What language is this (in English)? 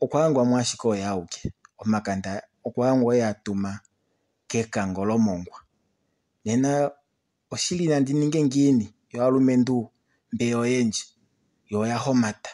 Kuanyama